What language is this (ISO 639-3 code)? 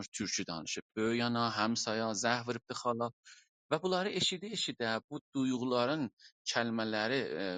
azb